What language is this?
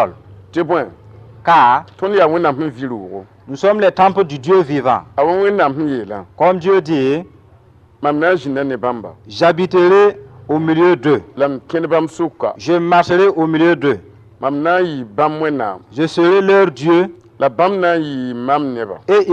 Mossi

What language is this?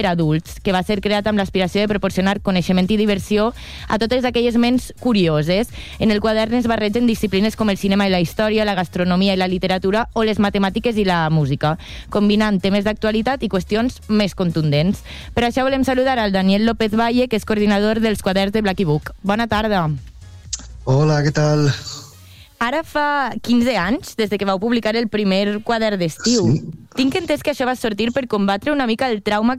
Catalan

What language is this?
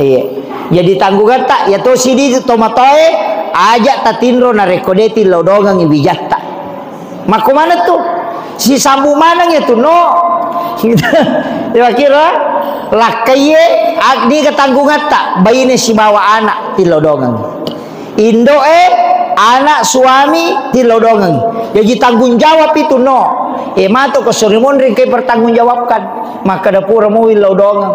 Buginese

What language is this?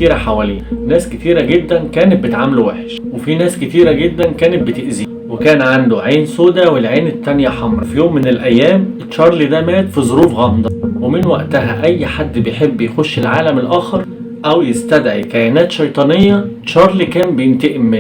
Egyptian Arabic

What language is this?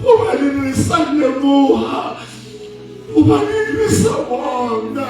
Southern Sotho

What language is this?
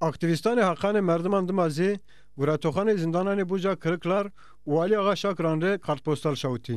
Zaza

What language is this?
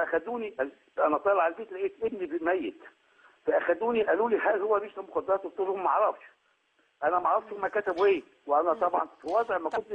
Egyptian Arabic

